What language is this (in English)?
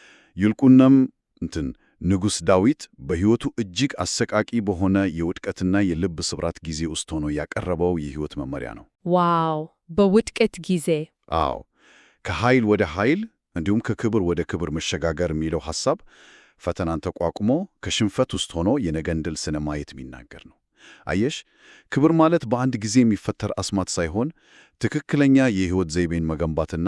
Amharic